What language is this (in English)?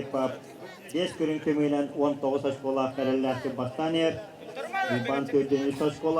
Yakut